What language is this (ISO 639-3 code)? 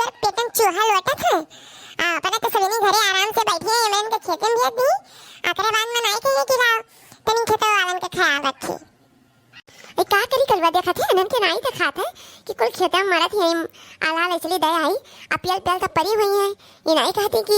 awa